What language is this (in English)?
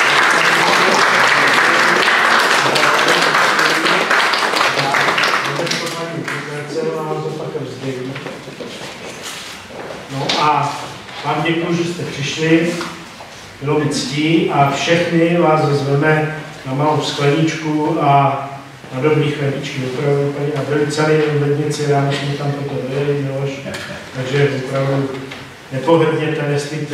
Czech